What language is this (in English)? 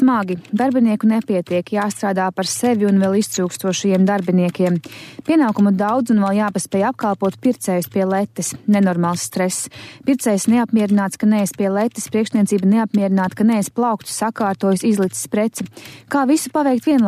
Latvian